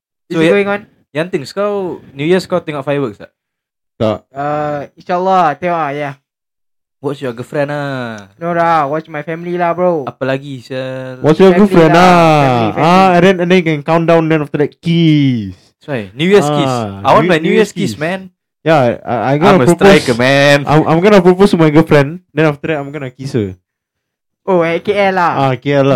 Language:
Malay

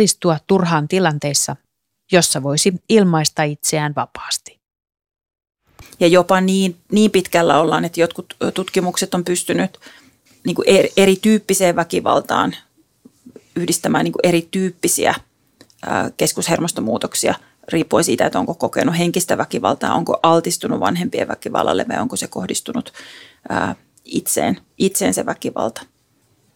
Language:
Finnish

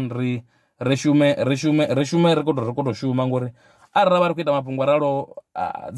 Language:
Venda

